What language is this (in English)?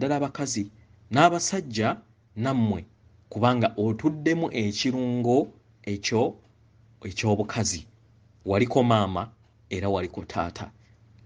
Ganda